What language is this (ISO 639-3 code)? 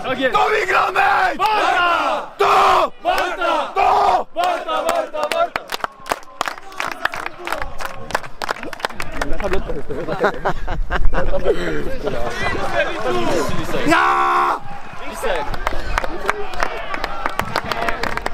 pol